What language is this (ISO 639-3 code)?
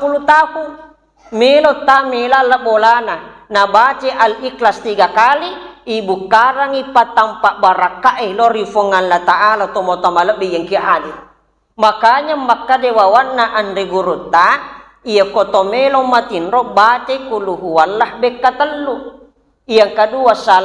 bug